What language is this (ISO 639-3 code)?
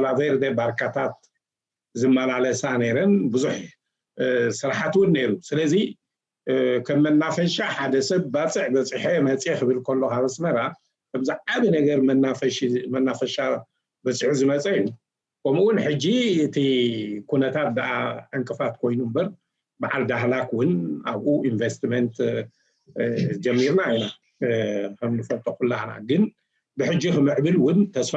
tir